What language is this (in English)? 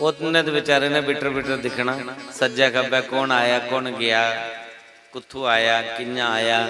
Dogri